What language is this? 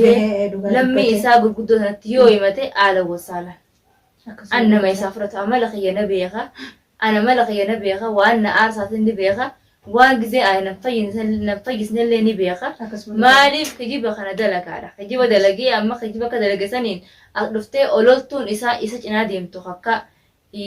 Oromo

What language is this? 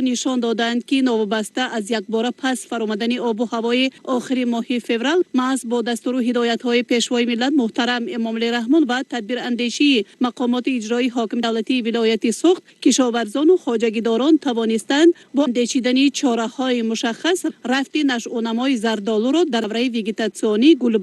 Tajik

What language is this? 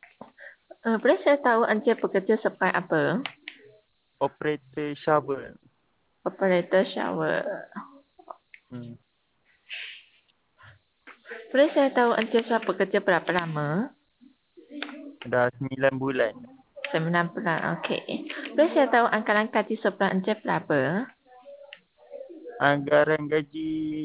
Malay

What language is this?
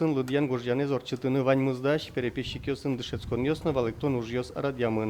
Udmurt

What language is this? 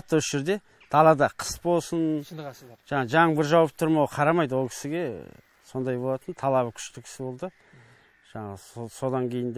Kazakh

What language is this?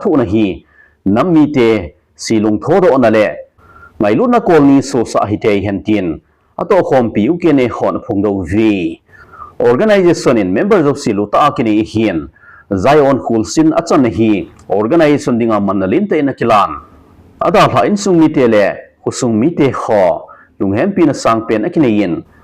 Thado Chin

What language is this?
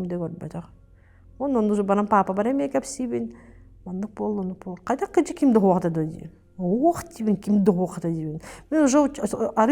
Yakut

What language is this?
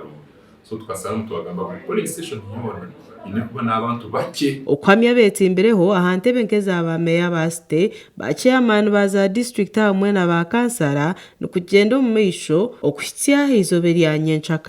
Nyankole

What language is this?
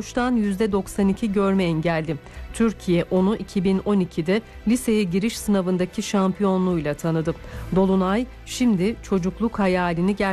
Turkish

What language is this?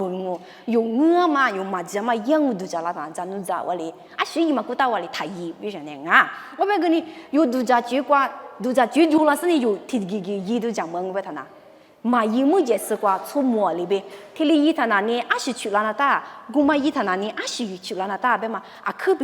Lisu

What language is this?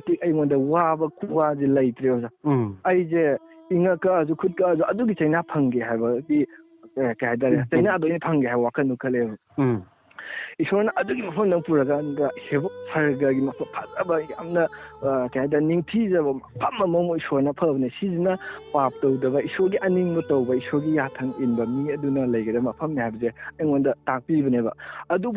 Manipuri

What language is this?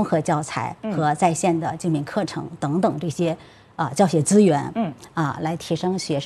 Chinese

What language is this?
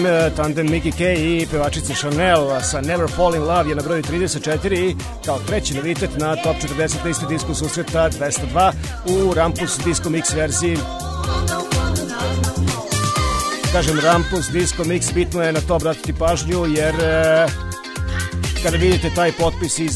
Serbian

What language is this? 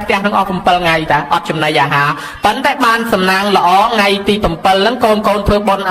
Khmer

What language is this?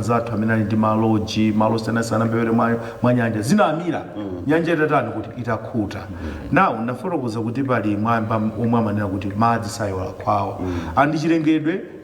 Nyanja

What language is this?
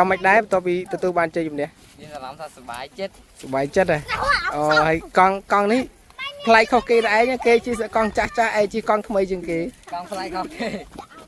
Khmer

